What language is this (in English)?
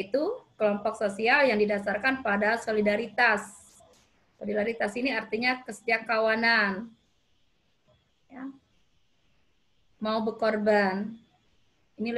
Indonesian